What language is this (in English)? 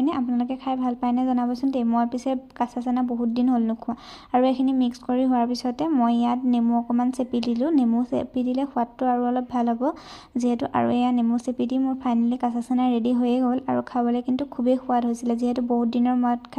Assamese